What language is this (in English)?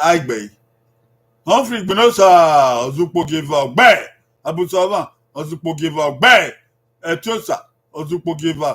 Bini